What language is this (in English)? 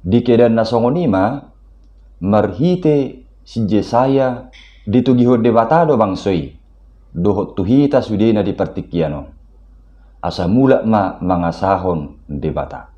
Batak Toba